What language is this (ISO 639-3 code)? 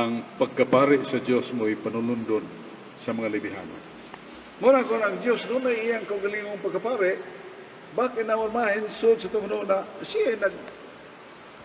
ceb